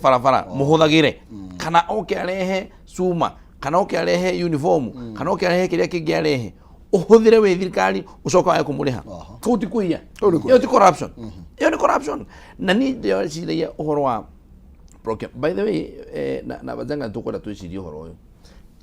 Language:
Kikuyu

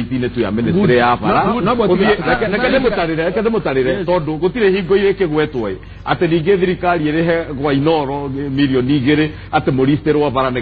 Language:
Kikuyu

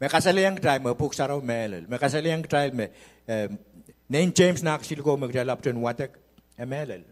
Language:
Pohnpeian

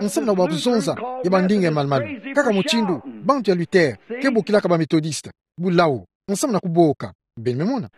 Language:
Kituba (Democratic Republic of Congo)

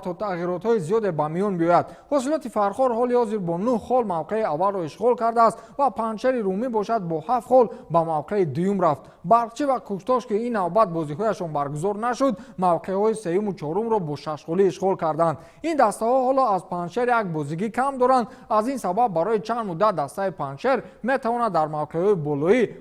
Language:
Tajik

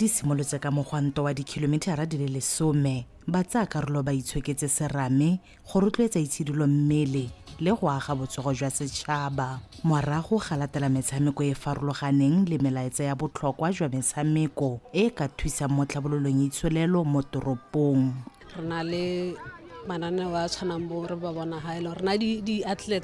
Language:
Tswana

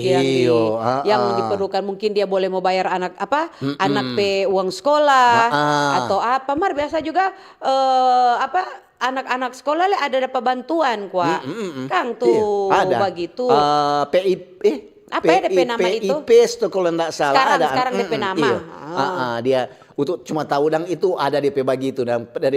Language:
Manado Malay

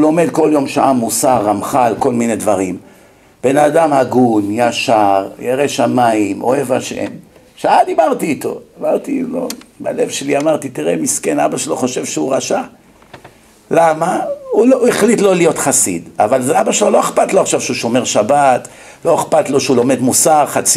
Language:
Hebrew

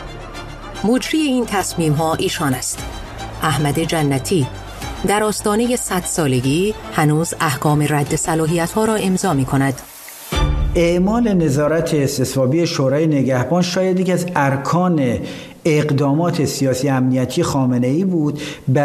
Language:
Persian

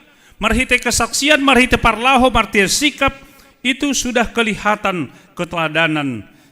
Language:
Batak Simalungun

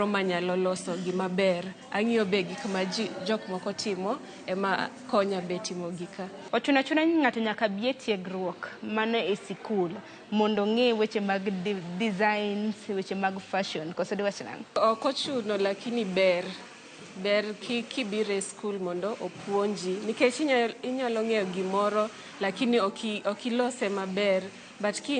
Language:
Luo (Kenya and Tanzania)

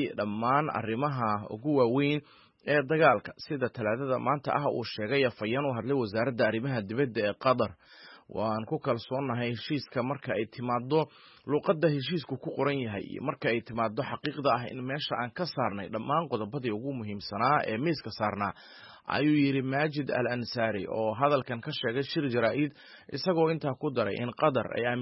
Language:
Somali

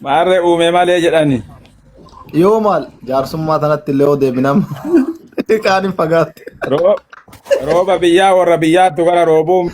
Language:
Oromo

